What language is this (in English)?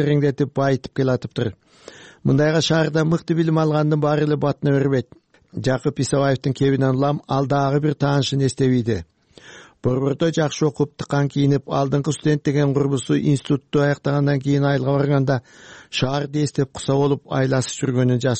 Kyrgyz